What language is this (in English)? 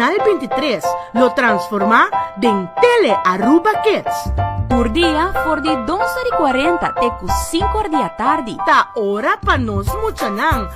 Papiamento